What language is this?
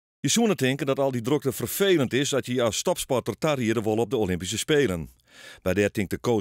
Western Frisian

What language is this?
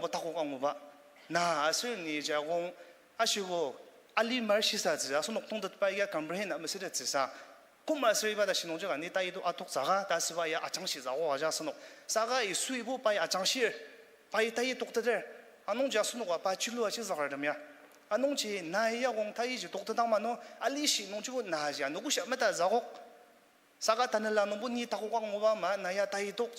Ao Naga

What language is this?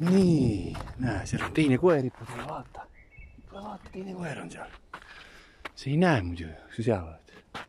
Estonian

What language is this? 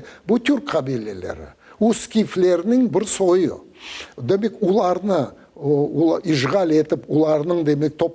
Crimean Tatar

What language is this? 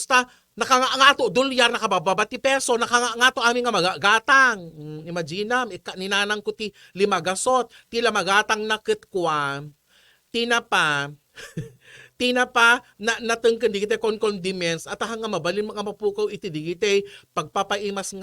Iloko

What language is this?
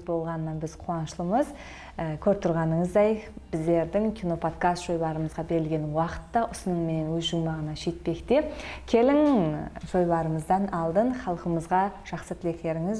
Kara-Kalpak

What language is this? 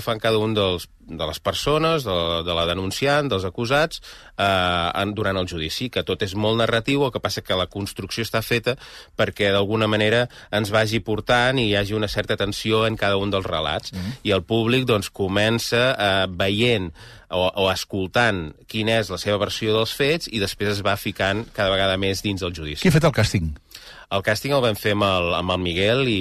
Catalan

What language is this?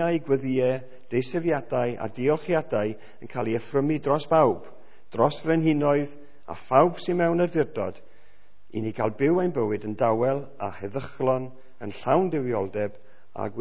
Welsh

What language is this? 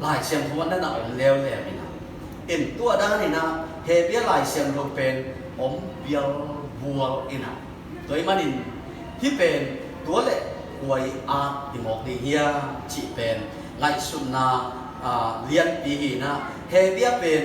Tedim Chin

